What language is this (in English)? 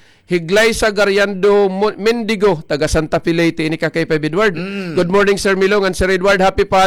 Waray